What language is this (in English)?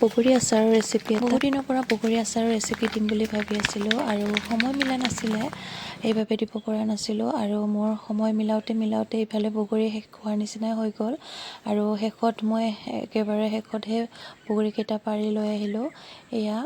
Assamese